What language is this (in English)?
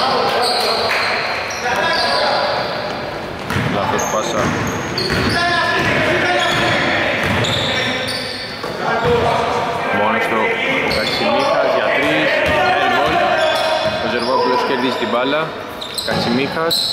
Greek